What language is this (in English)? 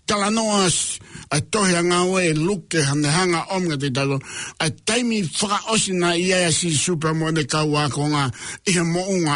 Tongan